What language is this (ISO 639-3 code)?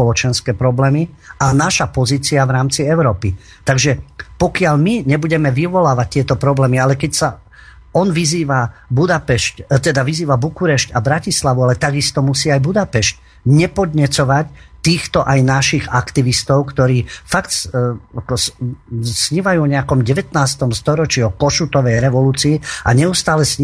slk